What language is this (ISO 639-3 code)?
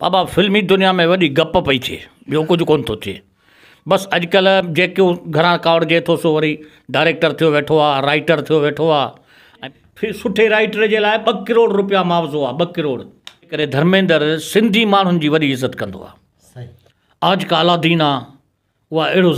snd